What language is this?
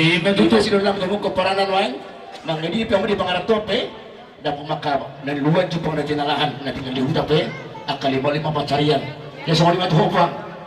Batak Toba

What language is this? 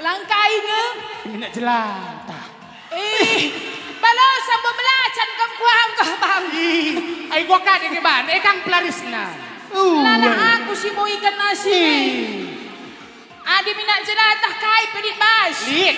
Batak Karo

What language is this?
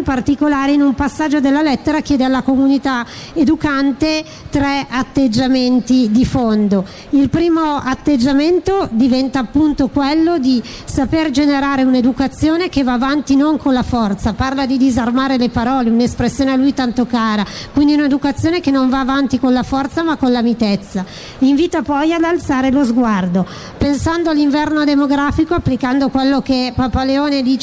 Italian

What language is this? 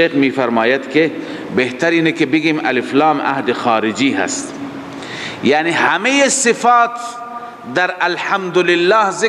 Persian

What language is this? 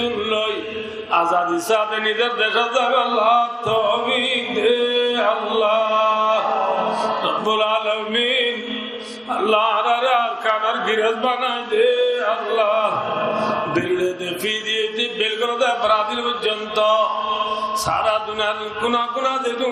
Rohingya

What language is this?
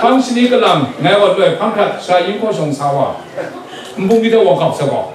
Kachin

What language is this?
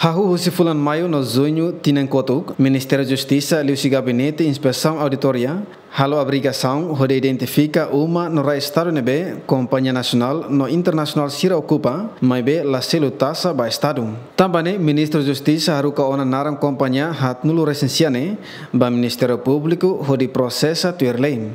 Tetum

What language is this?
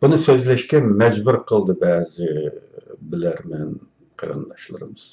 Uyghur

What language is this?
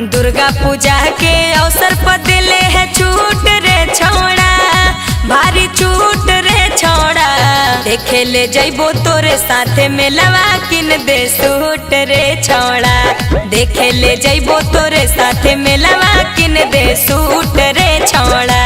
Magahi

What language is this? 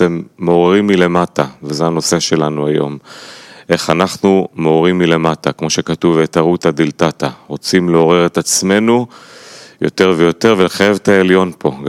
Hebrew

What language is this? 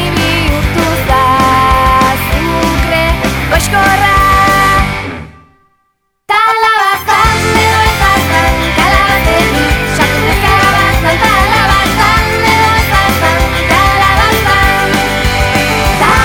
Basque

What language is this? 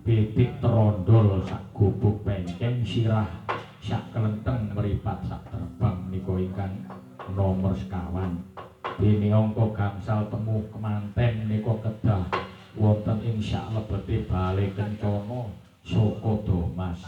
Javanese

